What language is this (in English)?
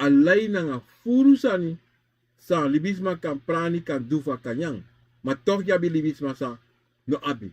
Sranan Tongo